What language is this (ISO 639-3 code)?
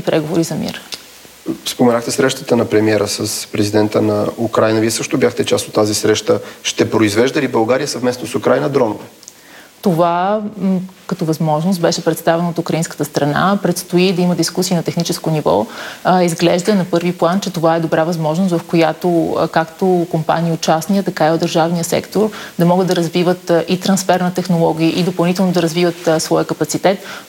bul